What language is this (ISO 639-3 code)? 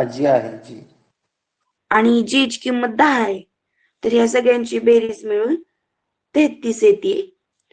mar